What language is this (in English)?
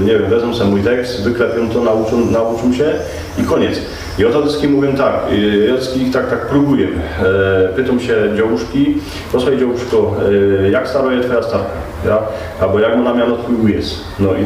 Silesian